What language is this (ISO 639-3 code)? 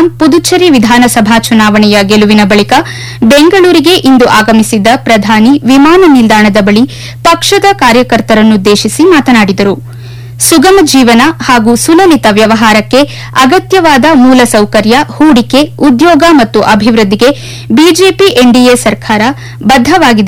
kan